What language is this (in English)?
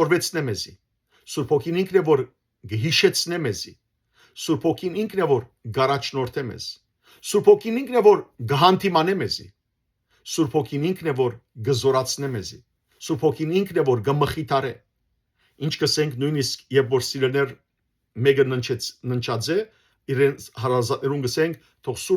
Western Armenian